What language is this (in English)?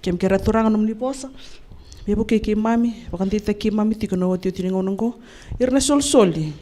Fijian